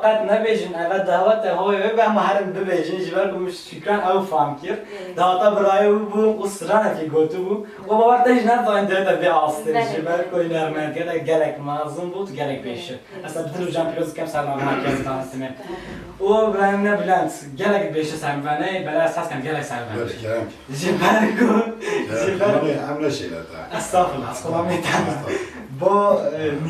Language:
Kurdish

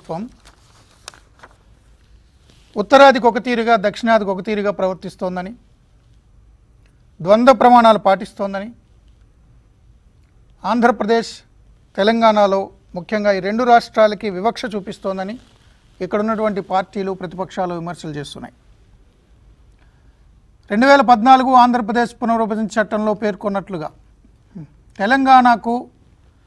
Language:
Telugu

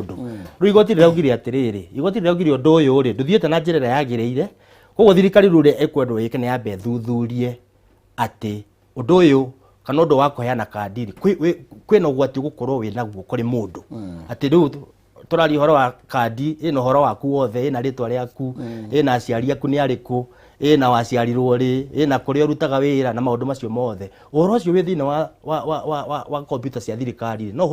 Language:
Kikuyu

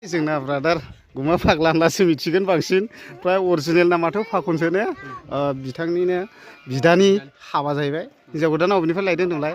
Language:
Bodo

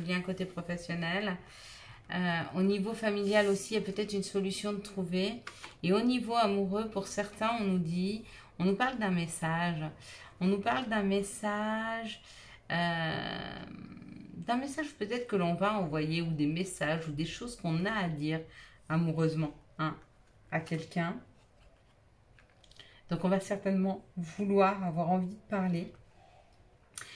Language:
French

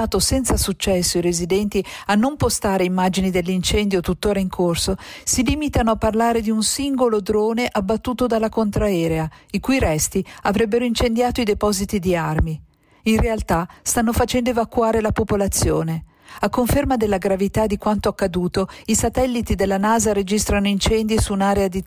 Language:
Italian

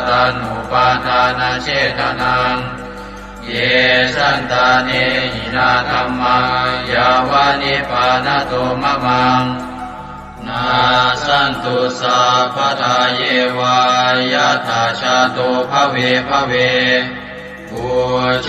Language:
Pali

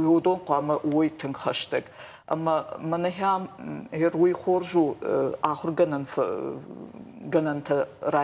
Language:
Ossetic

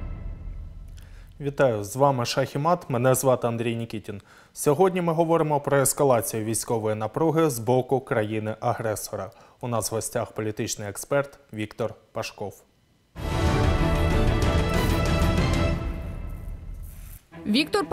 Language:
Ukrainian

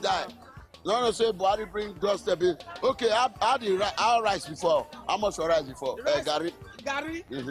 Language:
Nigerian Pidgin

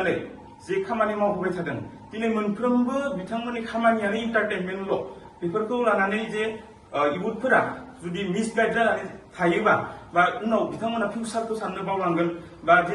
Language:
Bodo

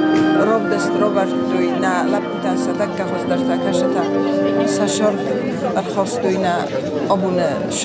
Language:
Ossetic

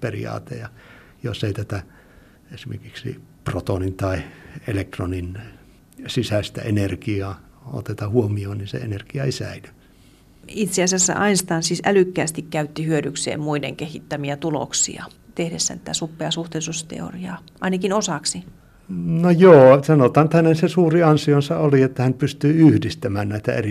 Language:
Finnish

